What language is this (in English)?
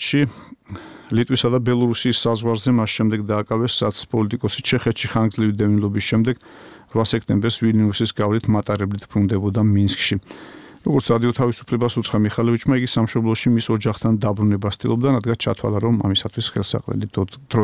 Georgian